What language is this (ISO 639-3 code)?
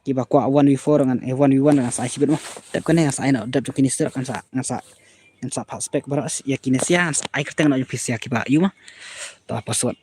kha